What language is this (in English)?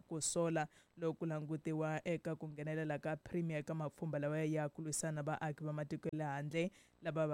Tsonga